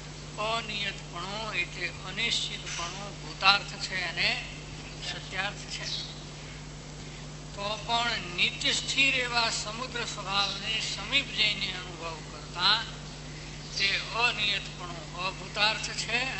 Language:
Gujarati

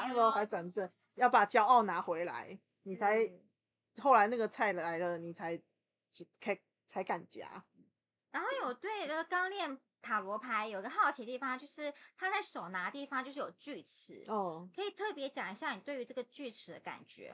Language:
Chinese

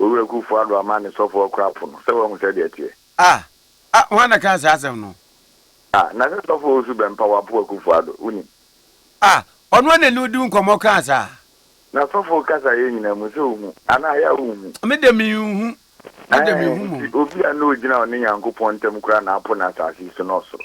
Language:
Akan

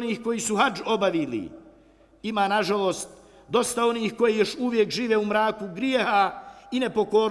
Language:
Bosnian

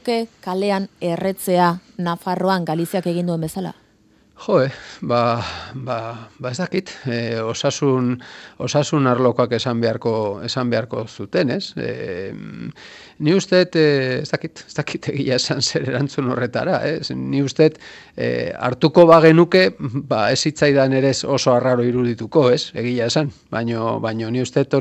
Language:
Basque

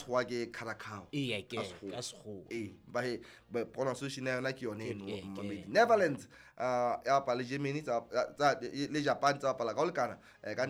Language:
Southern Sotho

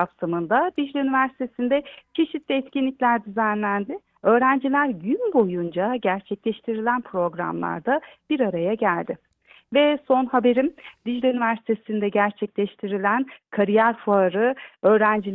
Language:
Turkish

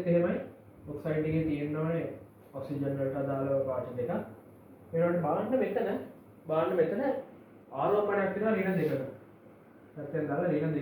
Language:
Sinhala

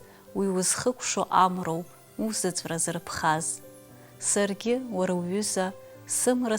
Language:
Abkhazian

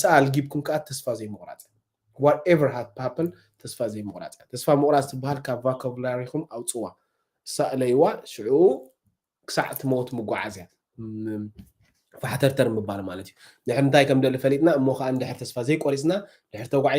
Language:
Tigrinya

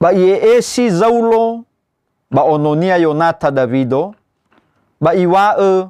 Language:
Nias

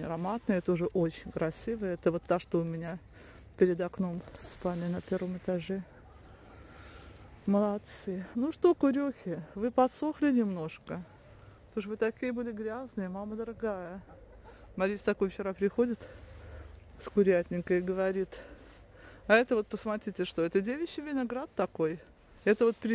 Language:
Russian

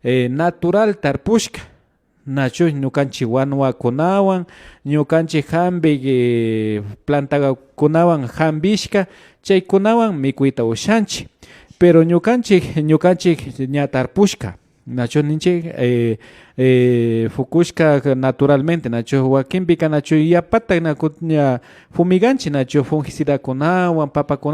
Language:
Imbabura Highland Quichua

